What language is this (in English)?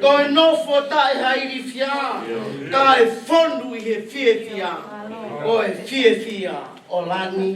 Tongan